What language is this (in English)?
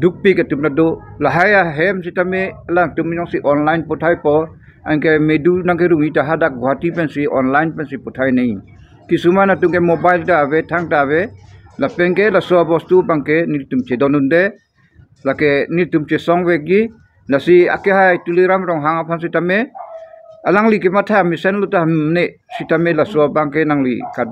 Karbi